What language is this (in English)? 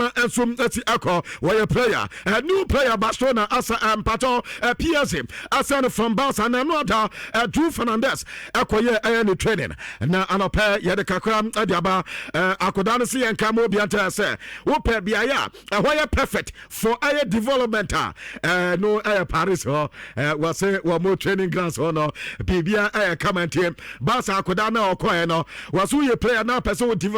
Akan